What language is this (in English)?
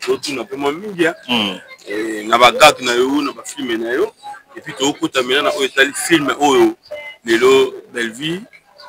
Lingala